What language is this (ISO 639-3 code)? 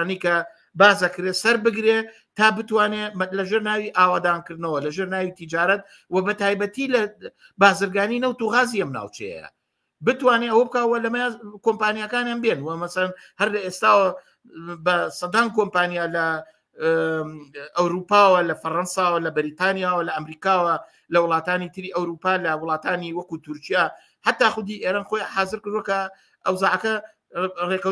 ckb